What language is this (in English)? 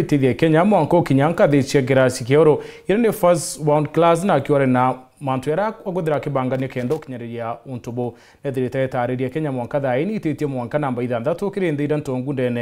Meru